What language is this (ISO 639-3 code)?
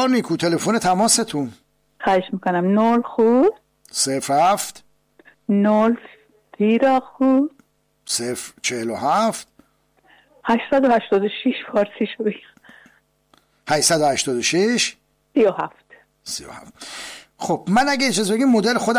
fas